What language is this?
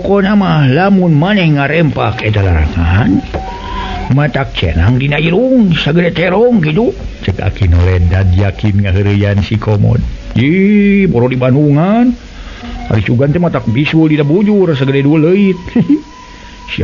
Sundanese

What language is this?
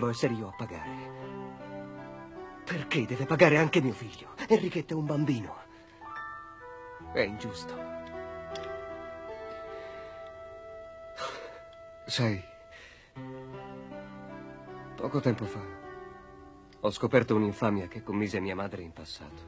Italian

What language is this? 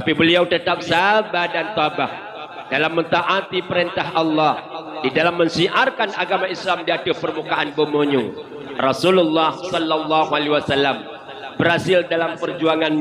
Achinese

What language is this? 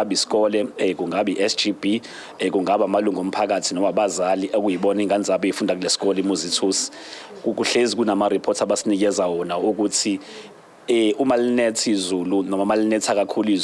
Zulu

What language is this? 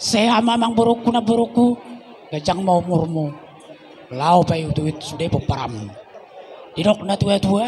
Batak Toba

